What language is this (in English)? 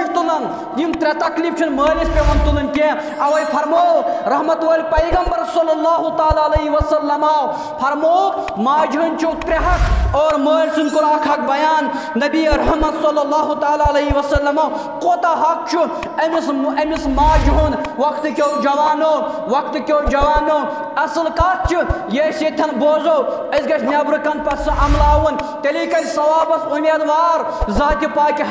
Kashmiri